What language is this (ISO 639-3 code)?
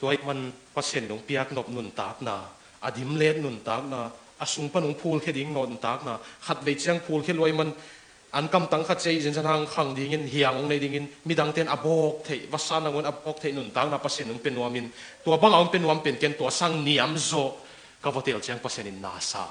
ctd